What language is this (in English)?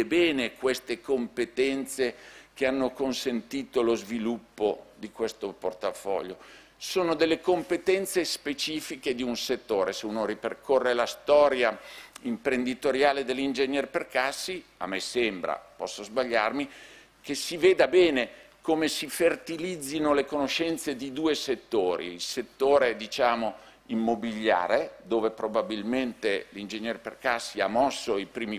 Italian